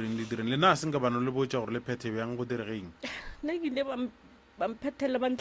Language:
Northern Sotho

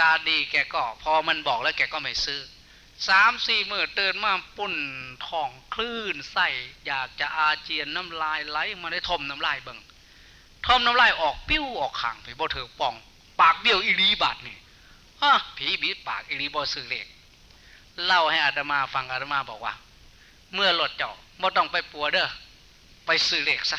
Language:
Northeastern Thai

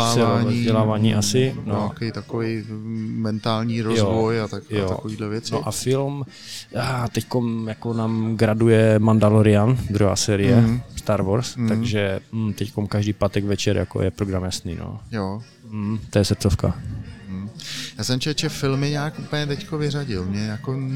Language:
Czech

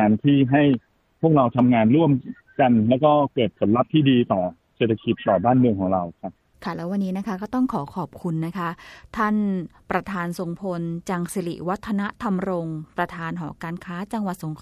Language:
Thai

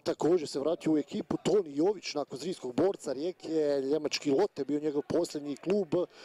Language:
Croatian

